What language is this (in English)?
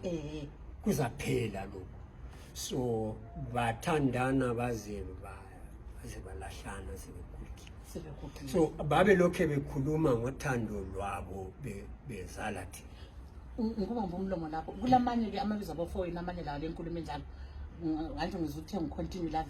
North Ndebele